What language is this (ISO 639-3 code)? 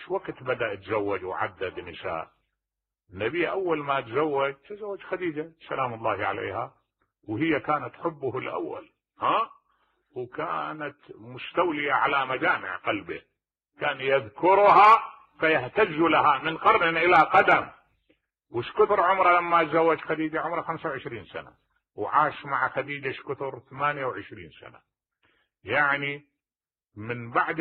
acm